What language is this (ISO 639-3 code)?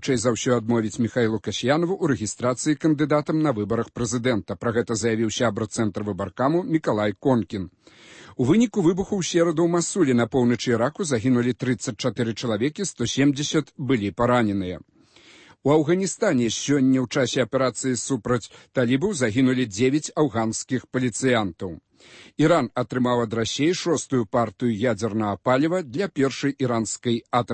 bel